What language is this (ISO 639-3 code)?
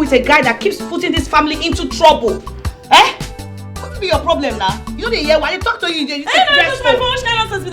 pcm